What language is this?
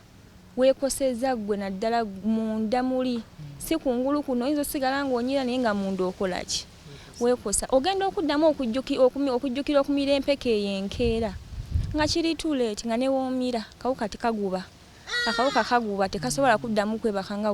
Ganda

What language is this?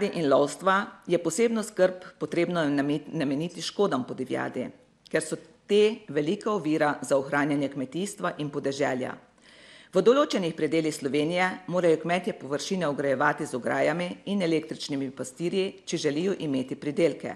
Slovenian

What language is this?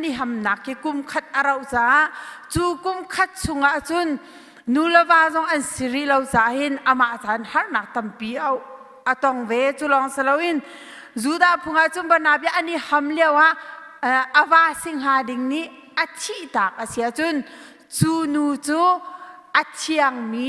Hakha Chin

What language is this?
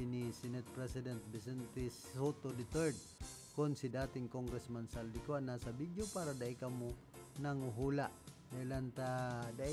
Bikol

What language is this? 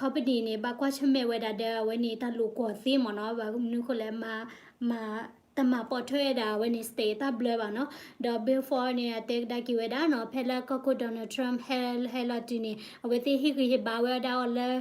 S'gaw Karen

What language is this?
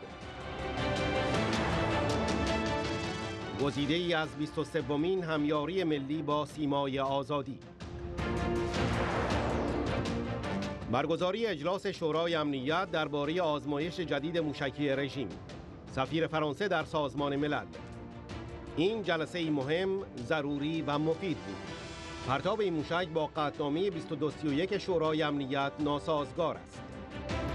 Persian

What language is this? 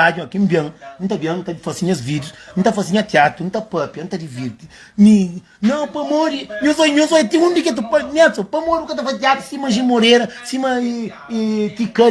Kabuverdianu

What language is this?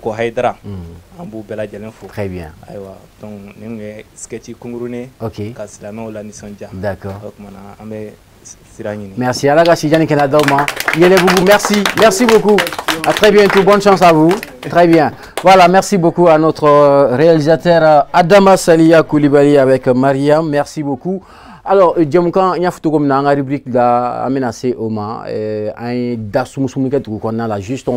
Bambara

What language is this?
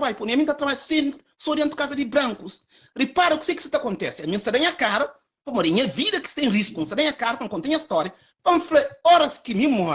Kabuverdianu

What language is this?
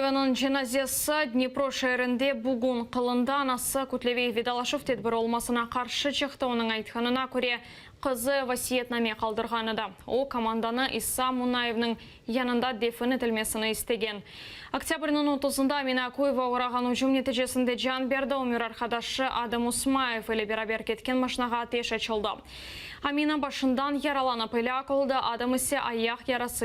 Crimean Tatar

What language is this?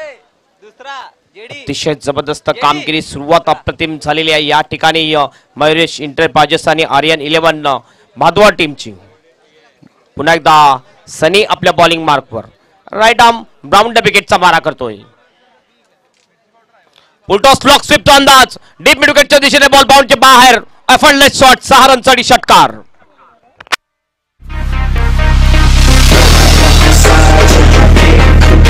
Marathi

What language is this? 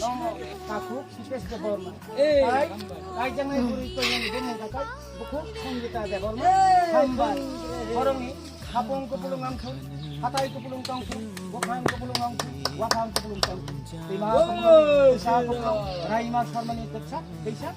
Kok Borok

